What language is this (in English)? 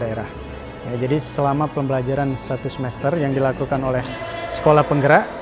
Indonesian